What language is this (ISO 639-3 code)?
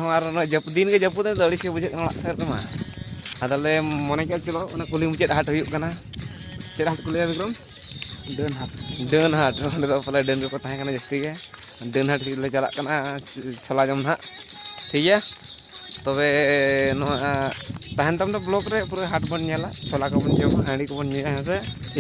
sat